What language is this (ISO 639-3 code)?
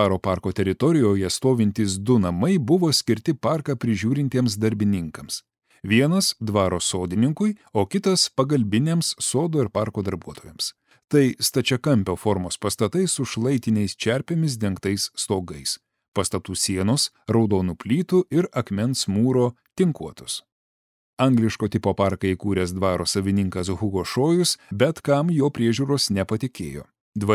lit